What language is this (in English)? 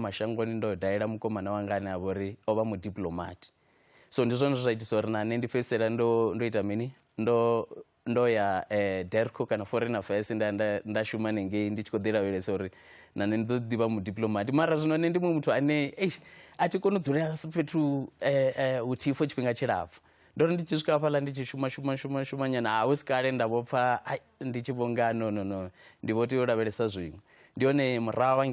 Venda